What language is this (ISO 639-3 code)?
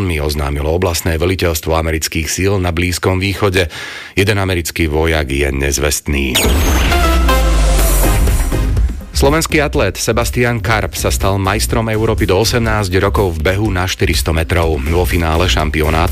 slk